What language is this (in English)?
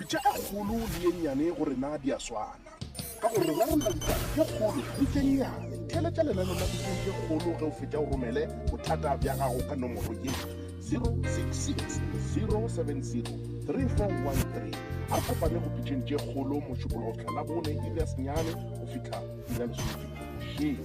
Northern Sotho